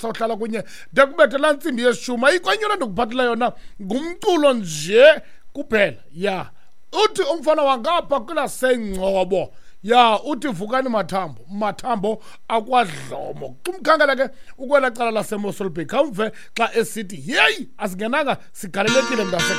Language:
Xhosa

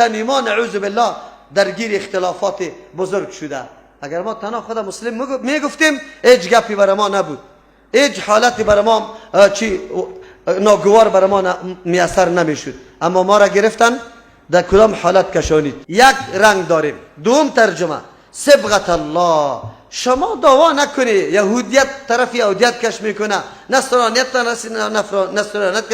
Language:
Persian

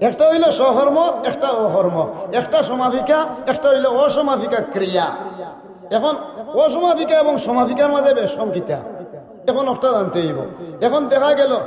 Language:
Sylheti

